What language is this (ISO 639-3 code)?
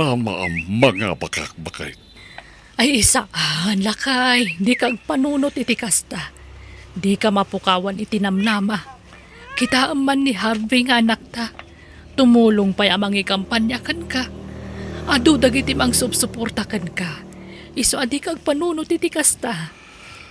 ilo